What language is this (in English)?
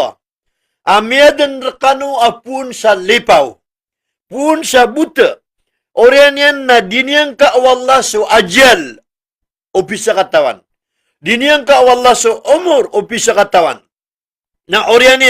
Maranao